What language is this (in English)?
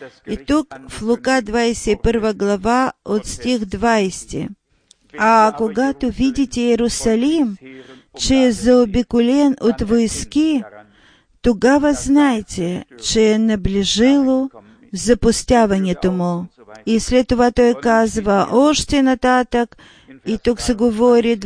Bulgarian